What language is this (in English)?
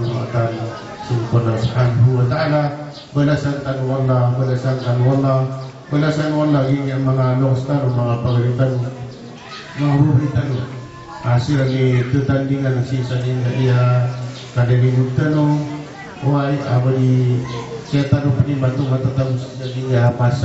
Maranao